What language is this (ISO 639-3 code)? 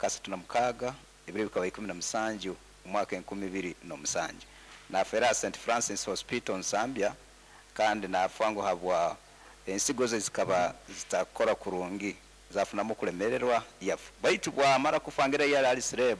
nyn